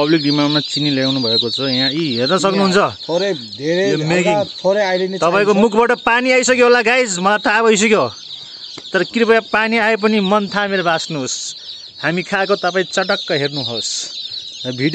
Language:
Nepali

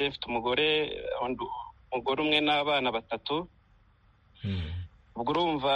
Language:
Kinyarwanda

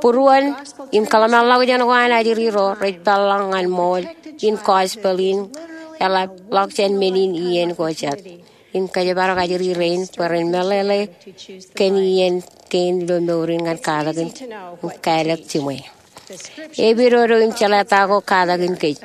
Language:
Marshallese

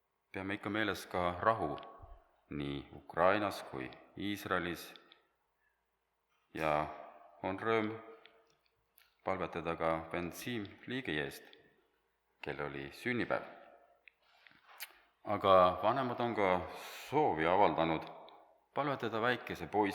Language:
Estonian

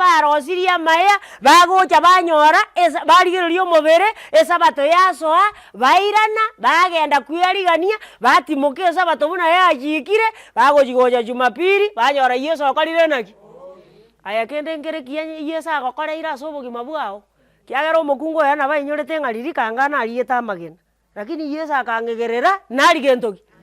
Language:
Gusii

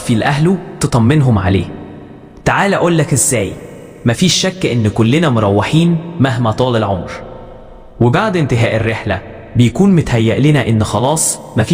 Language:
Egyptian Arabic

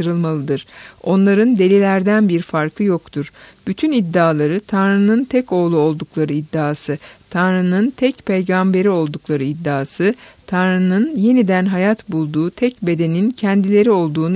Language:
Turkish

